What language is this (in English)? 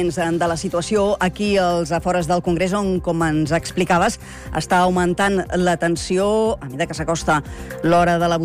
Catalan